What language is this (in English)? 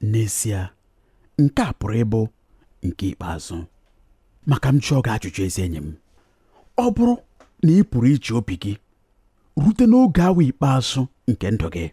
Igbo